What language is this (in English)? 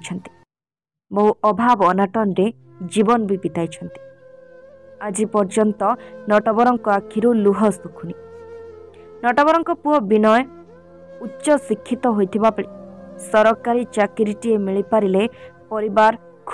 Odia